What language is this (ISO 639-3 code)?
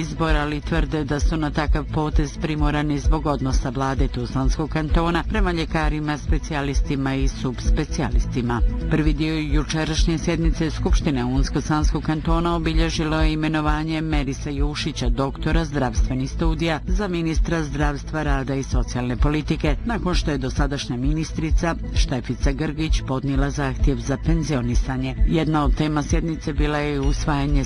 bos